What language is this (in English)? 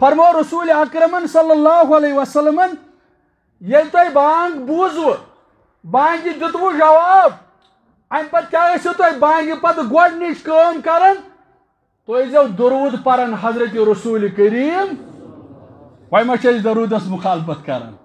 Kashmiri